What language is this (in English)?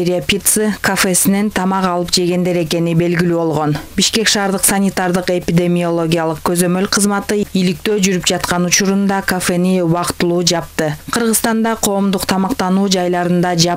Kyrgyz